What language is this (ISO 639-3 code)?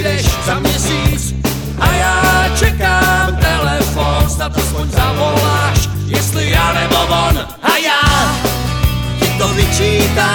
ces